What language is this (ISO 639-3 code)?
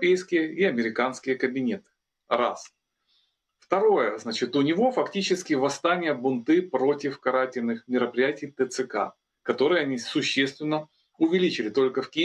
rus